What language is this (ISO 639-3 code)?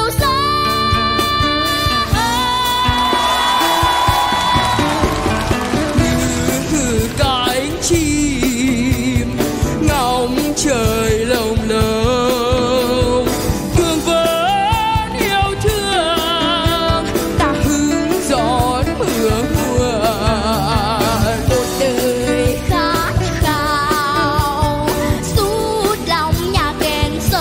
vie